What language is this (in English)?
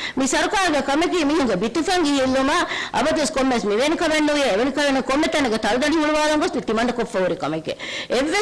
Divehi